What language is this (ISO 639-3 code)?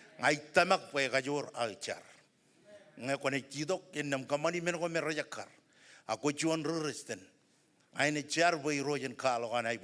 mah